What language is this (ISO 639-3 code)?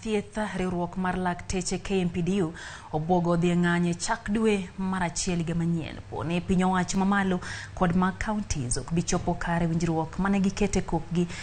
luo